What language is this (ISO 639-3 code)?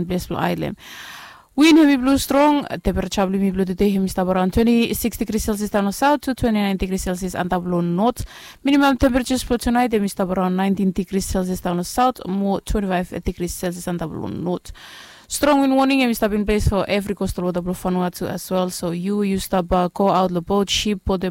bis